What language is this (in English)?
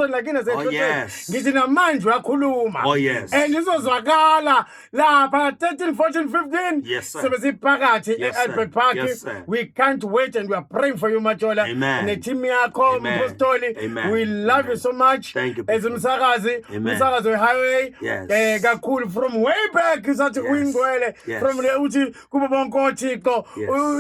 Zulu